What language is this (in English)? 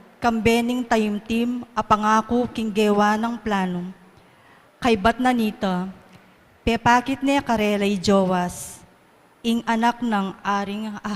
Pampanga